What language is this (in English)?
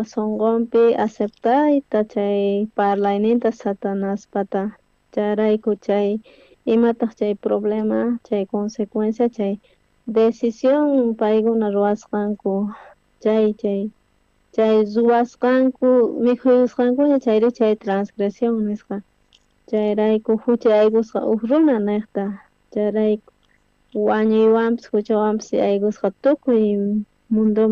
South Bolivian Quechua